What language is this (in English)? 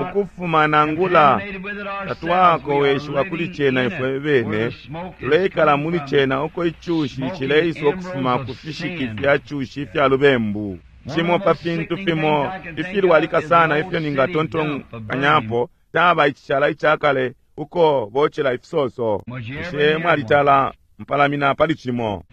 Bemba